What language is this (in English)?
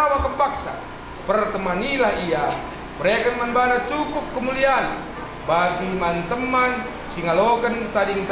Batak Karo